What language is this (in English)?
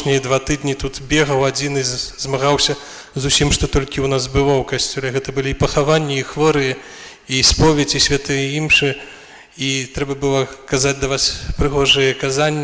Belarusian